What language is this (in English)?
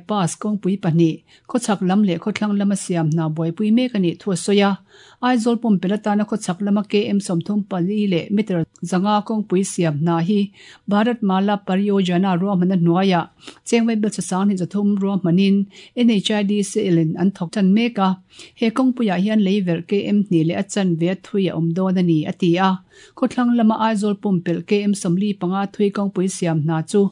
Mizo